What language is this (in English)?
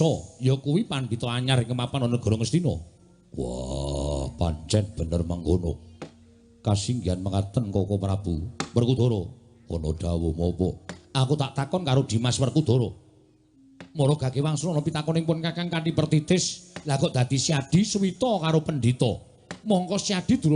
Javanese